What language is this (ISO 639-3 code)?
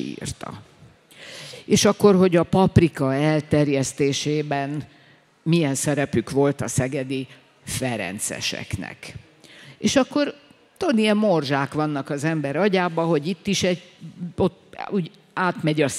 hun